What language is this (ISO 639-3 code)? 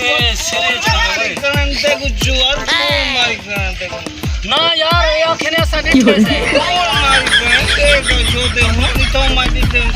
skr